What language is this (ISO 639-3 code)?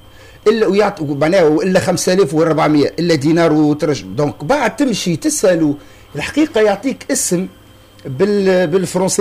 aeb